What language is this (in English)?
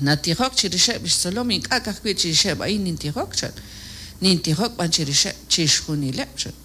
Kekchí